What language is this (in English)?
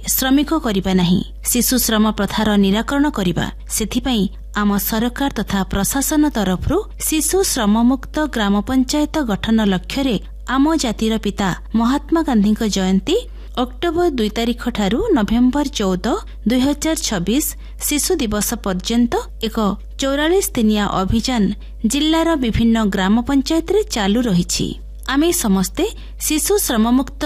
Odia